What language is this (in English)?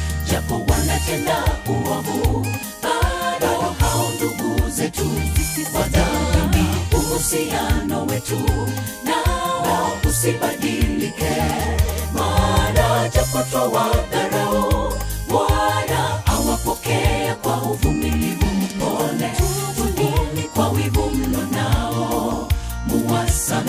Swahili